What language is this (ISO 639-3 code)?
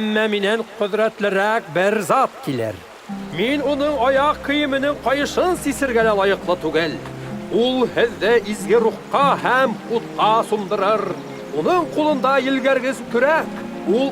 bak